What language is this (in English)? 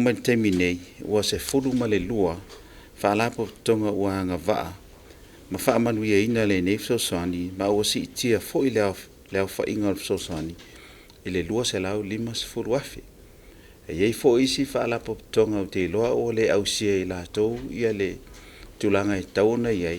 Samoan